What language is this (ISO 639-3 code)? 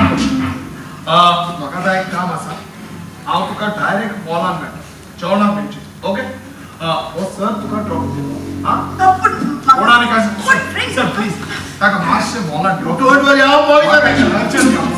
kok